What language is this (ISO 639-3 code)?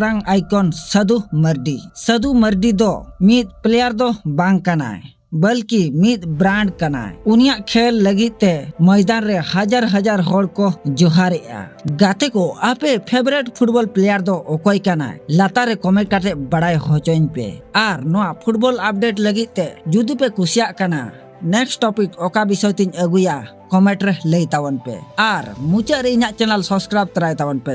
sat